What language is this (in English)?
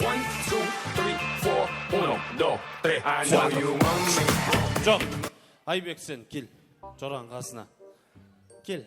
Kara-Kalpak